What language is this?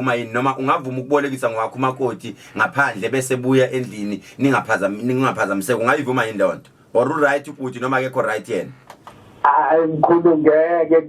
Zulu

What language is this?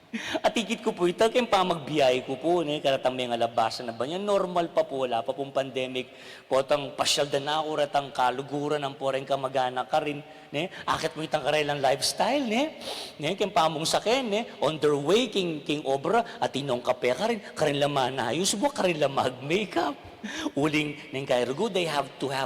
Pampanga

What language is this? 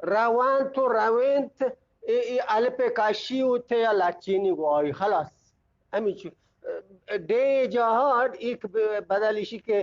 Eastern Balochi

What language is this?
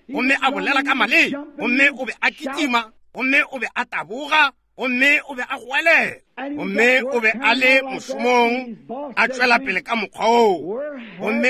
Northern Sotho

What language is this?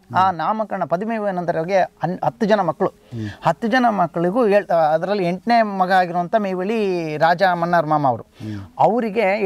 Kannada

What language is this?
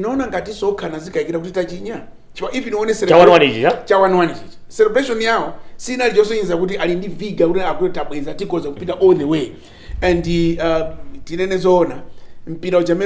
Nyanja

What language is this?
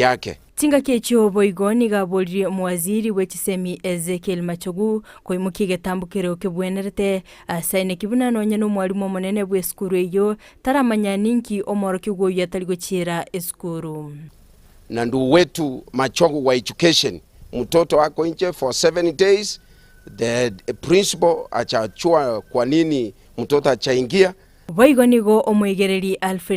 Gusii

